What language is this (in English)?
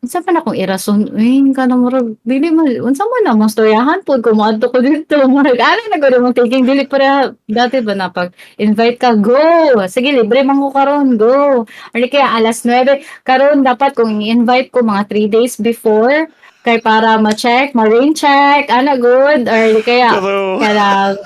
Cebuano